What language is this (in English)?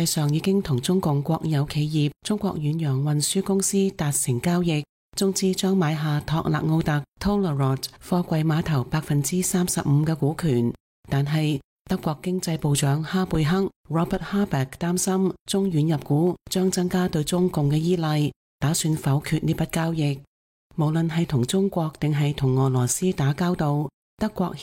Cantonese